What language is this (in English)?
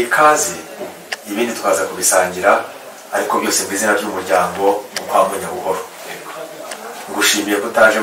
Kinyarwanda